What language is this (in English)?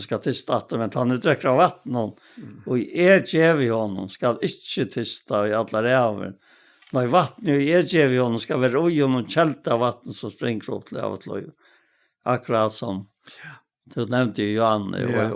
Faroese